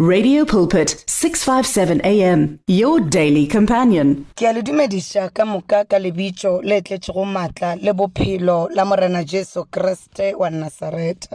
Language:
Northern Sotho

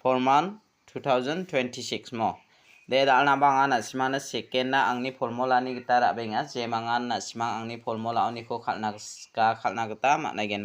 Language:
Garo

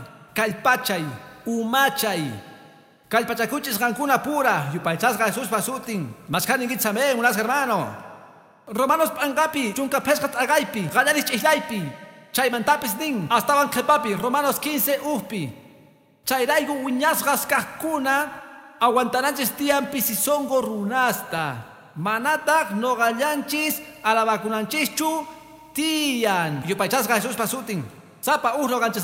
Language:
Quechua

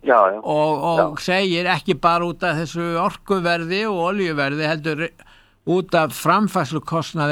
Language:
Icelandic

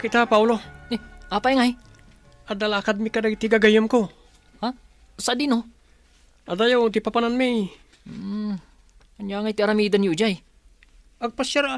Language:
Iloko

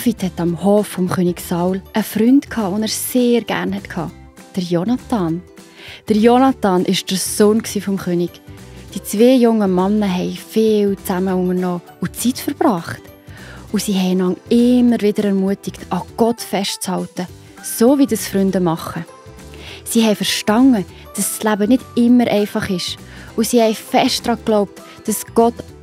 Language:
Swiss German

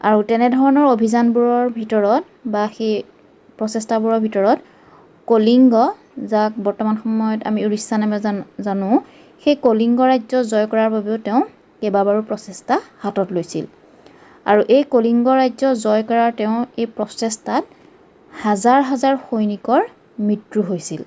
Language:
Assamese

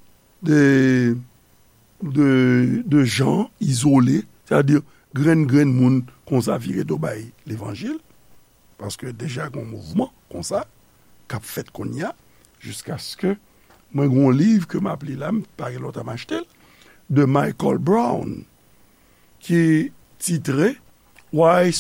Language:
Haitian Creole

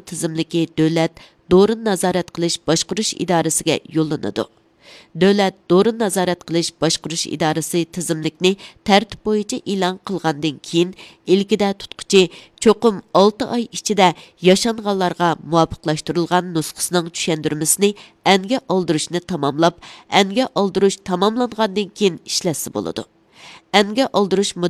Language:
Uyghur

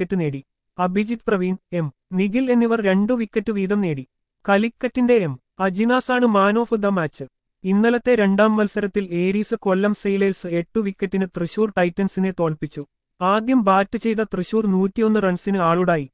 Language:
Malayalam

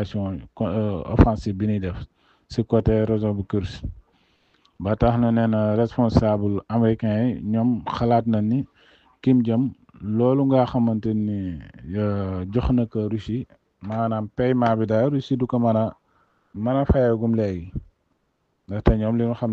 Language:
Wolof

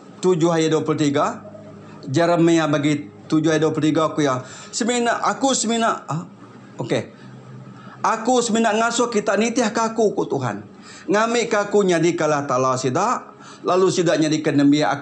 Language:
Iban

